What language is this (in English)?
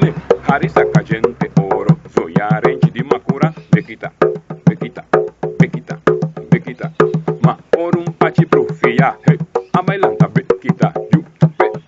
Papiamento